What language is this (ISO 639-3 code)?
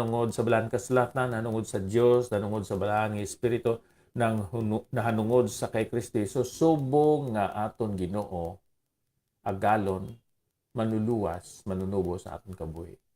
hil